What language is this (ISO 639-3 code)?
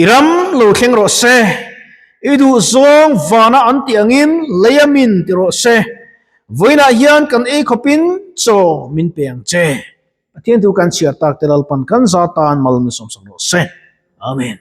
lus